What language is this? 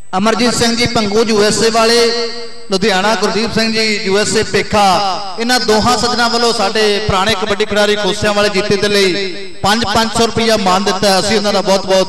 Punjabi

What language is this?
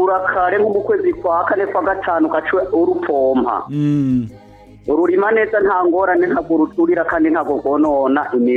Rundi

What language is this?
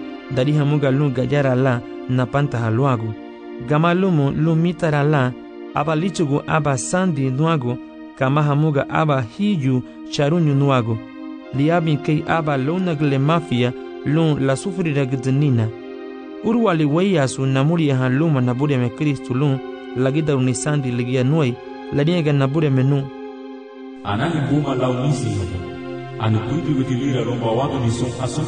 Garifuna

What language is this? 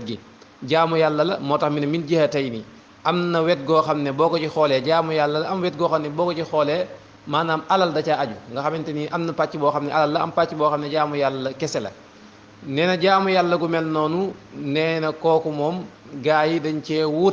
Wolof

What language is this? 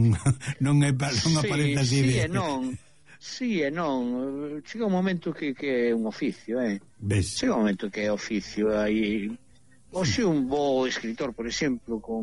Galician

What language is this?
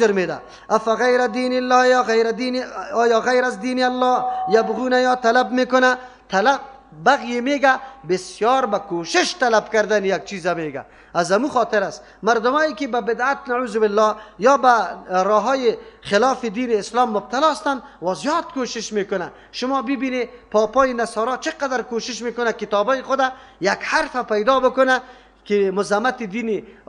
Persian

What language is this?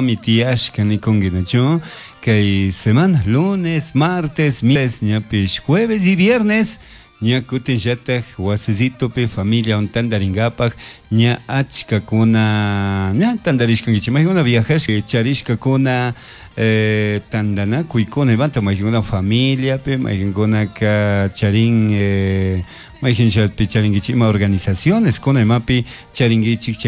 Chimborazo Highland Quichua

